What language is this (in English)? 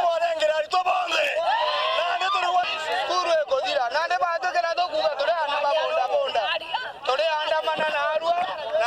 Meru